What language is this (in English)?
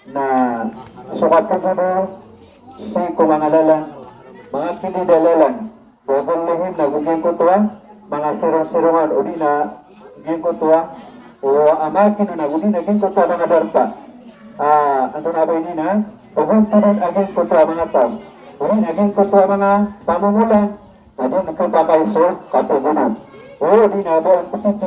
Maranao